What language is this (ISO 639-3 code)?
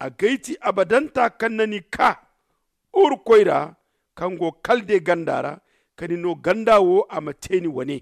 dje